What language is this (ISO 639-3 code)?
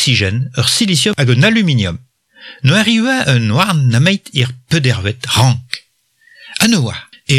bre